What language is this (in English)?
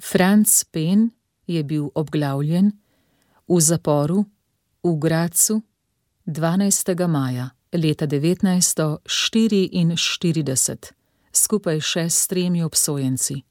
Slovenian